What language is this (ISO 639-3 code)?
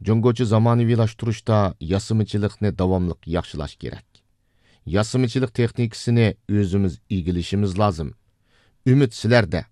uig